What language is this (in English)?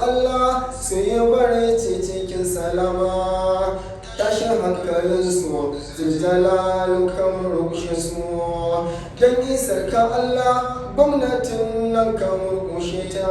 Hausa